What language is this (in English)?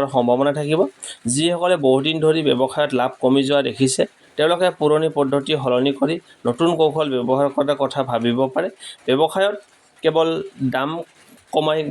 Assamese